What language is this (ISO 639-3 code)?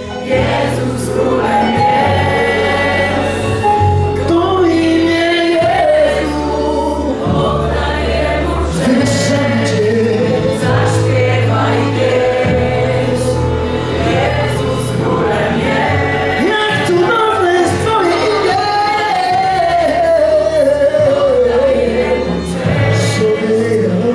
pol